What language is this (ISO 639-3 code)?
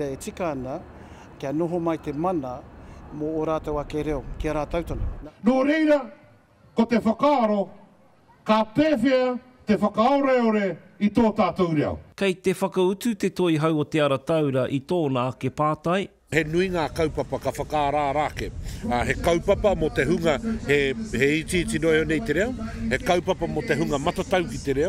mri